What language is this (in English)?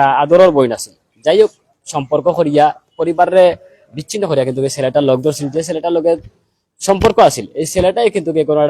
Sylheti